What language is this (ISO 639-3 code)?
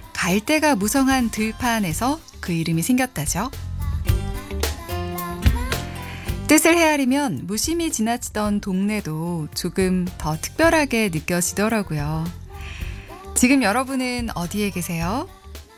kor